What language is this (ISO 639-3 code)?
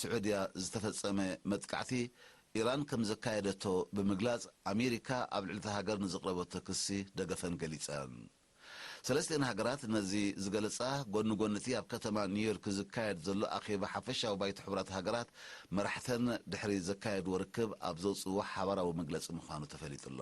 tir